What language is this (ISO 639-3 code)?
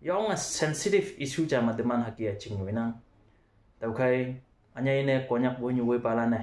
nbe